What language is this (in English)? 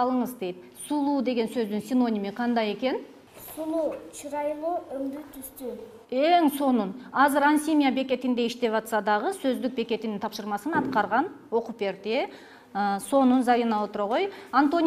Kyrgyz